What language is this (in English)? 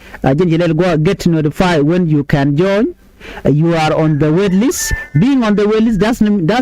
Nuer